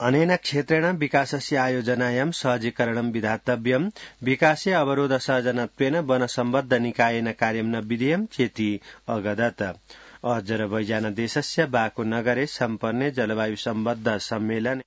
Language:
Sanskrit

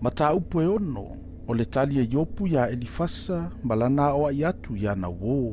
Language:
Samoan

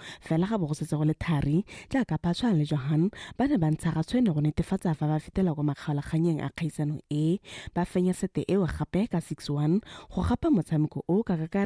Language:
Tswana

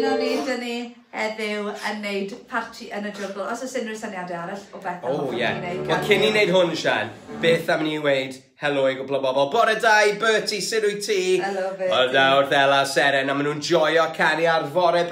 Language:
Welsh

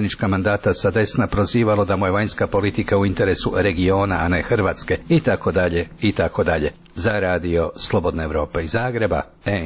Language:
Croatian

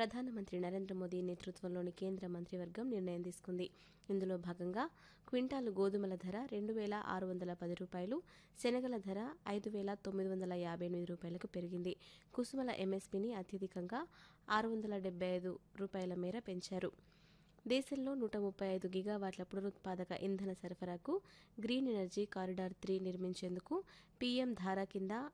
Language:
Telugu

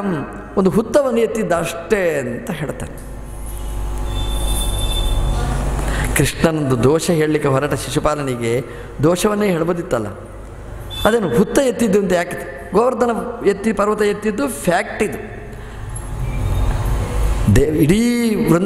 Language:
Kannada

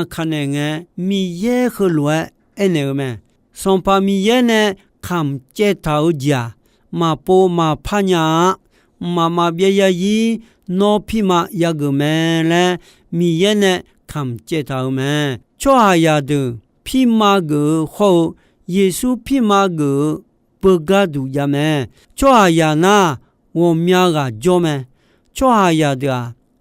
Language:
Akha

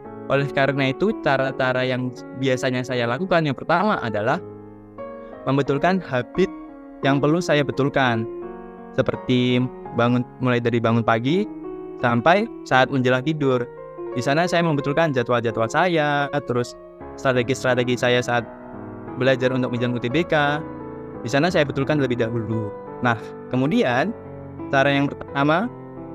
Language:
Indonesian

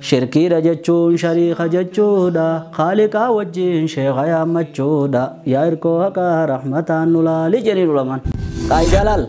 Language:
Oromo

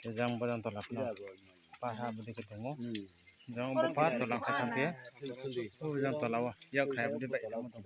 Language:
Riang (India)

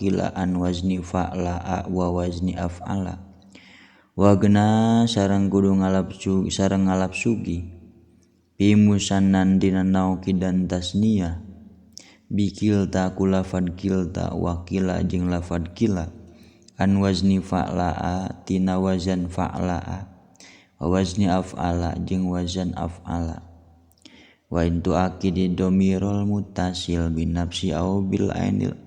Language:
Sundanese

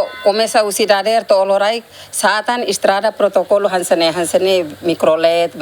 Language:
Tetum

